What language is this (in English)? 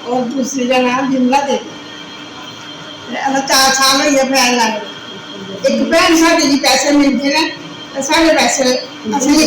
Dogri